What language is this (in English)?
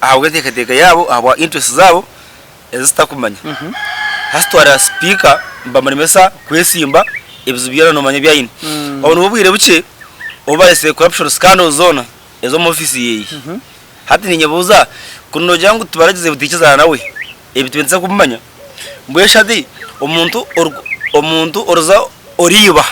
Nyankole